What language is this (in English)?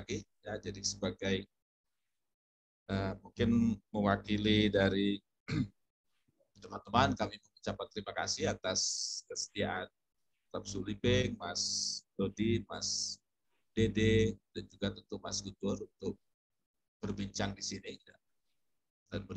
Indonesian